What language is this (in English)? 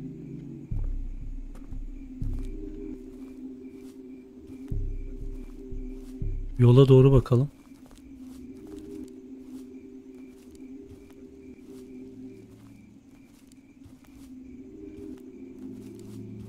Turkish